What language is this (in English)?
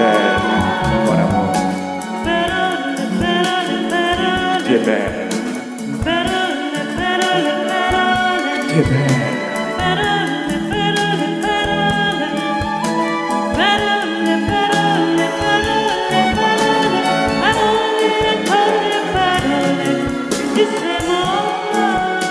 French